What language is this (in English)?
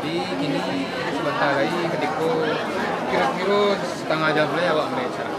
Minangkabau